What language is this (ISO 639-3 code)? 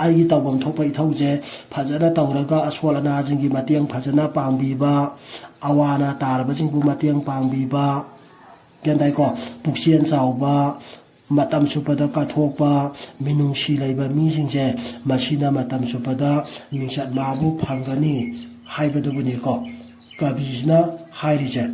mni